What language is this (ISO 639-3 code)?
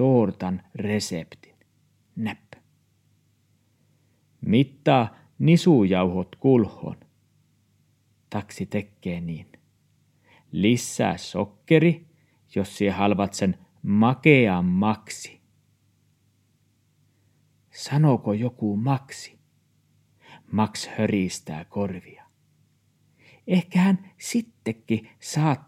fin